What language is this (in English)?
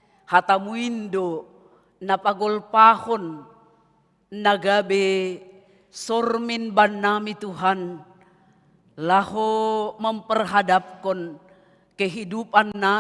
Batak Simalungun